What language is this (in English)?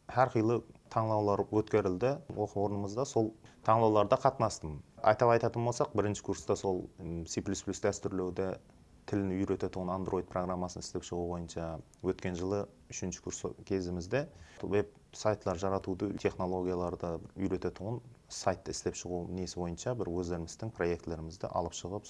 Kara-Kalpak